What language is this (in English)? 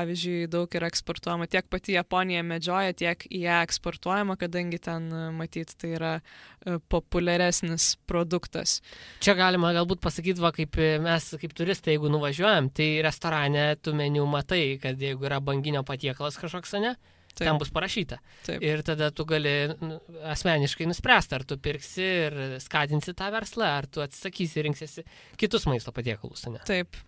Lithuanian